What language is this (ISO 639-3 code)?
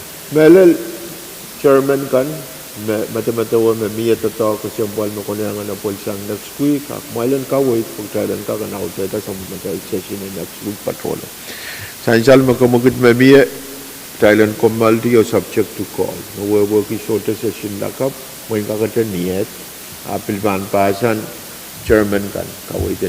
pon